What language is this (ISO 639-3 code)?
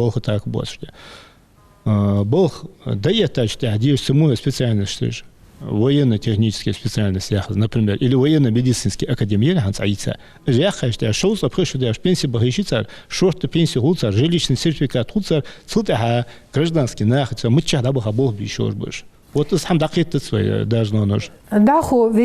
inh